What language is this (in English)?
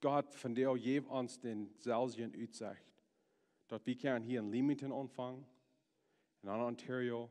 Plautdietsch